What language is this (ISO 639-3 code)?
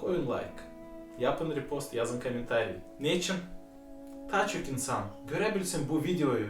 gag